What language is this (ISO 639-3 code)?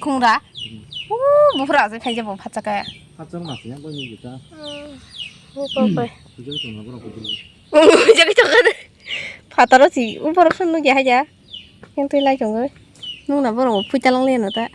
trp